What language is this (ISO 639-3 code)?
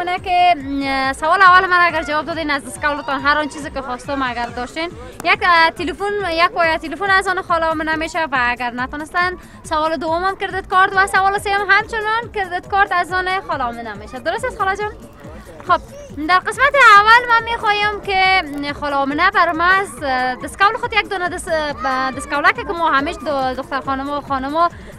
fas